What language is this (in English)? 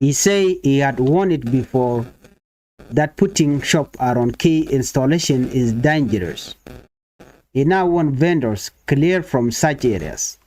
Nuer